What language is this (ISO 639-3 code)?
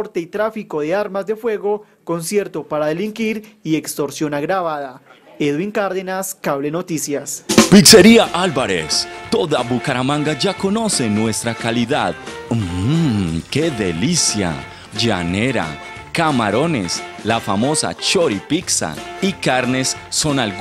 spa